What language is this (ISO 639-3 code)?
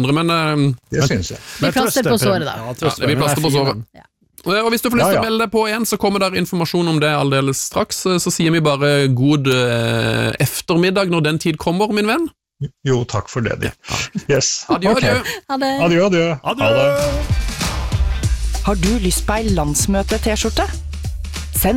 nor